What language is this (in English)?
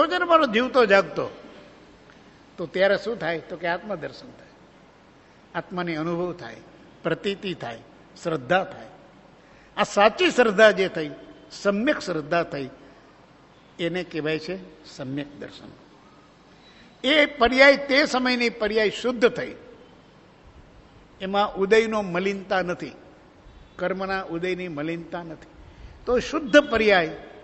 Gujarati